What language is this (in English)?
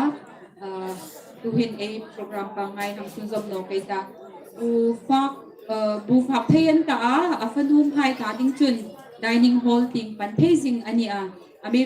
Hmar